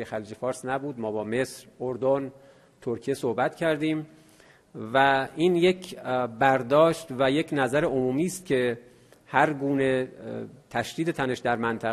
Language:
Persian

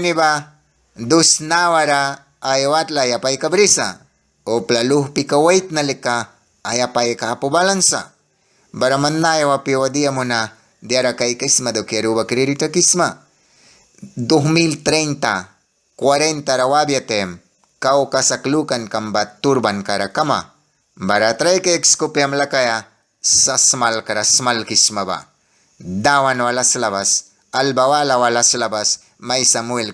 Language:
Mískito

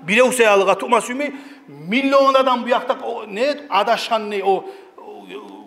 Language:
Kumyk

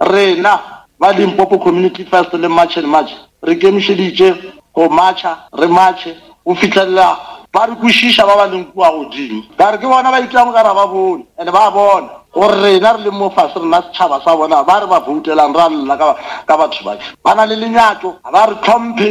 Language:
Northern Sotho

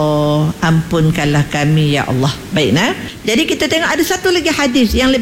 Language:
Malay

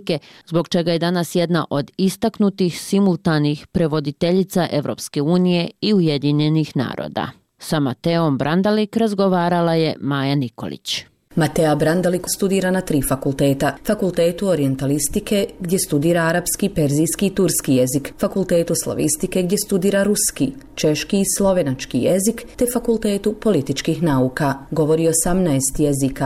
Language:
Bosnian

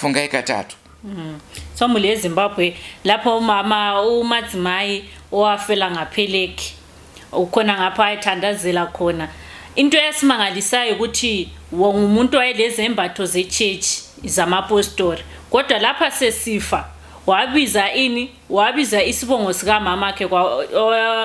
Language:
Shona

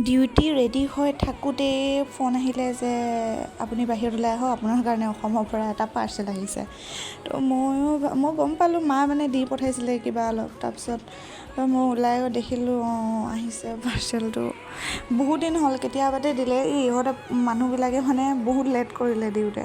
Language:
Assamese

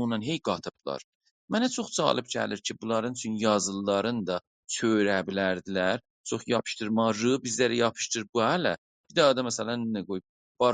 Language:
South Azerbaijani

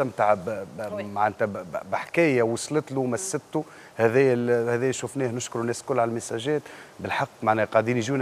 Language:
Tunisian Arabic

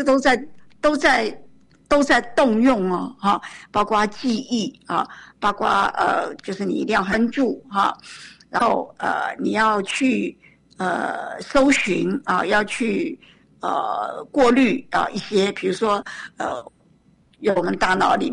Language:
Chinese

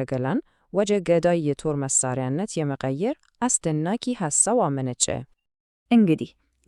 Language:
Amharic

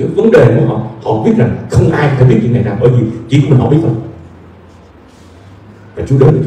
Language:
Vietnamese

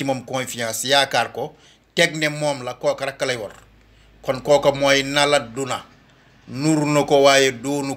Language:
Wolof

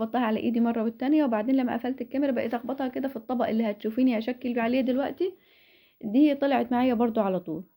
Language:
Egyptian Arabic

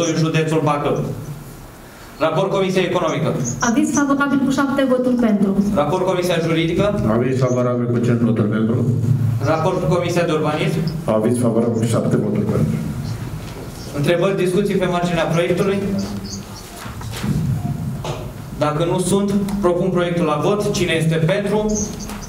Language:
Romanian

